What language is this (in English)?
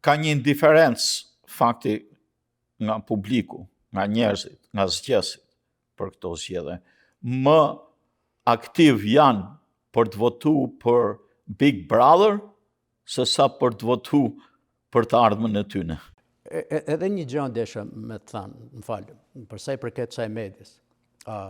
Albanian